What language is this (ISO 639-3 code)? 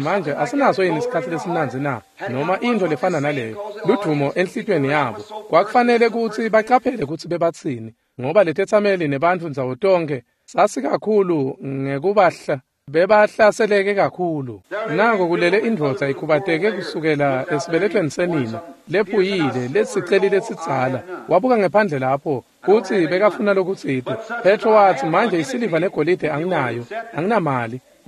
ssw